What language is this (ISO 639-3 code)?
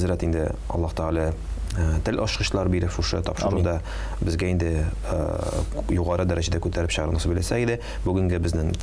tat